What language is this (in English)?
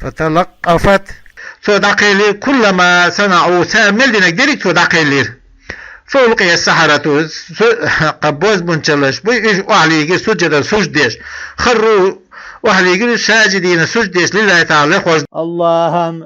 Chechen